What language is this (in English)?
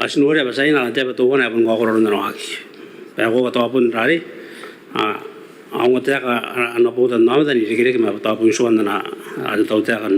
Gilbertese